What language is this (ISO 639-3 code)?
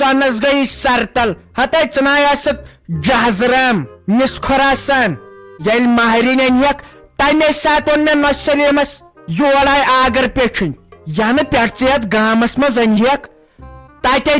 kas